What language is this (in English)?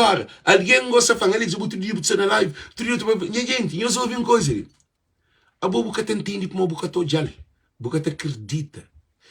Kabuverdianu